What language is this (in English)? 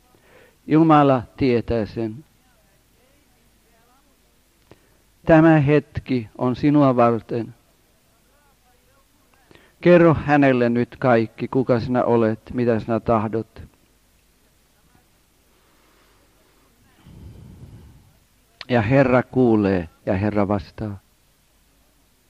Finnish